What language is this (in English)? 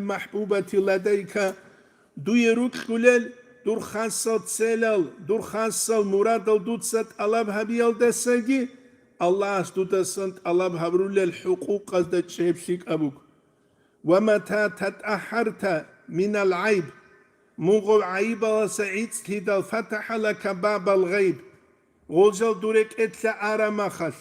Avaric